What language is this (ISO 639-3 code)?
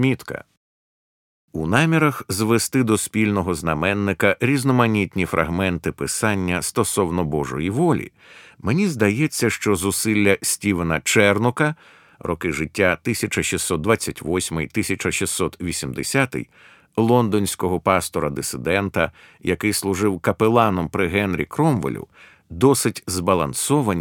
ukr